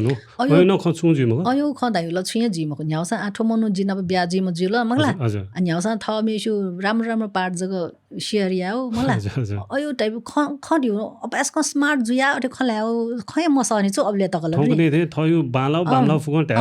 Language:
Newari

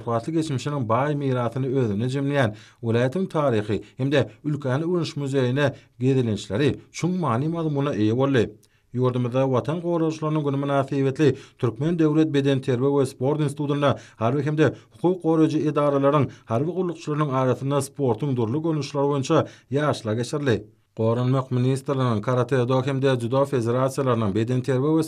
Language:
Turkmen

